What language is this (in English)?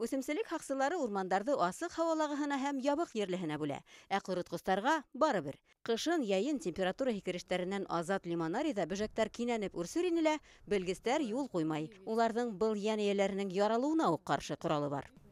Bashkir